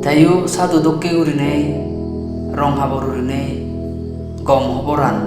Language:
Chakma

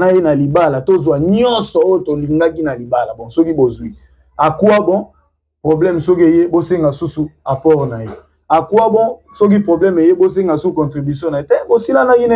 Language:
Lingala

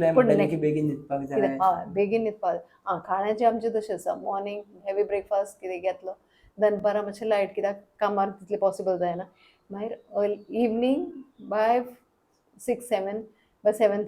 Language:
Konkani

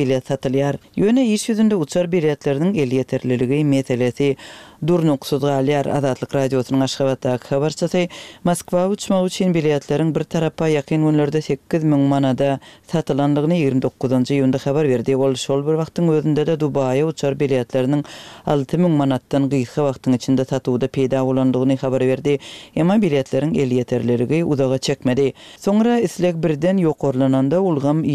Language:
Turkmen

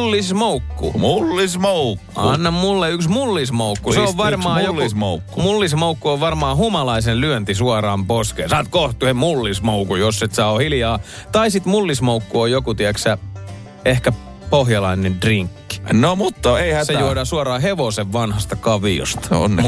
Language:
Finnish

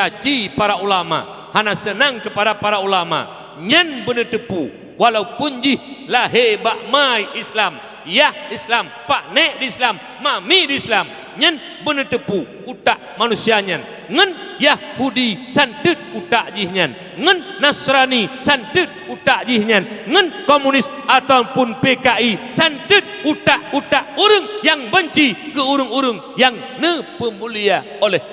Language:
Achinese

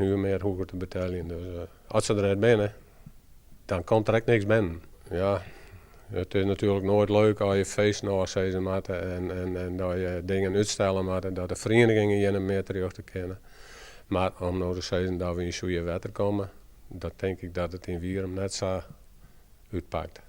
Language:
Western Frisian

